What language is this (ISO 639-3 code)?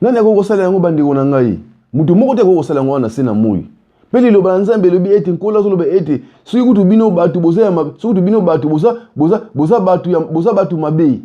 lin